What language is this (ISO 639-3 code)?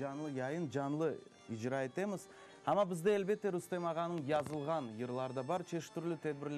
crh